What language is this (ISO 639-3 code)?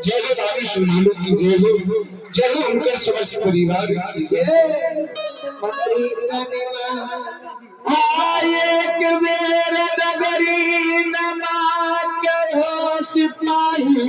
mai